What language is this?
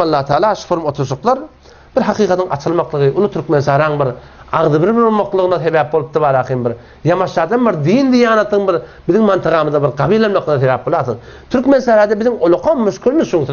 Turkmen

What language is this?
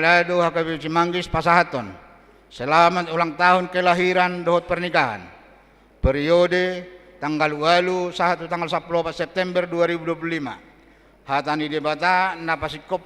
Batak Toba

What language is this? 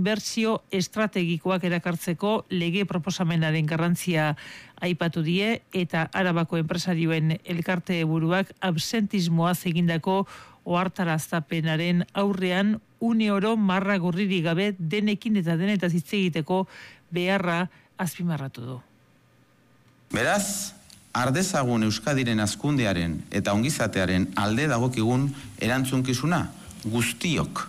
Basque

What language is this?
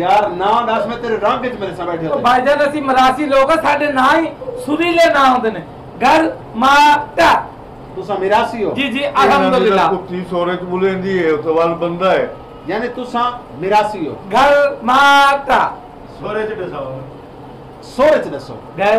Saraiki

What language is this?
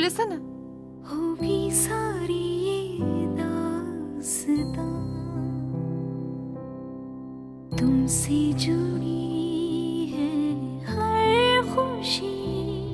Turkish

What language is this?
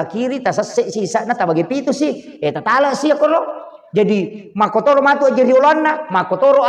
Buginese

